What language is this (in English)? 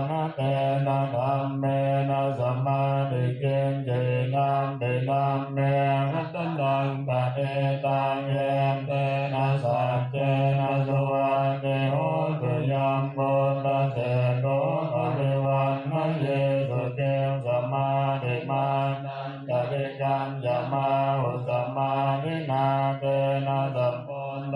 Pali